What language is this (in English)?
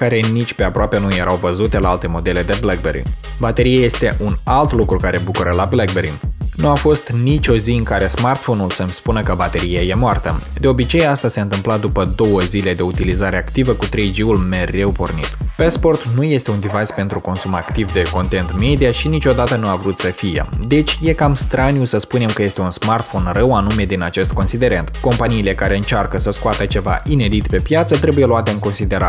Romanian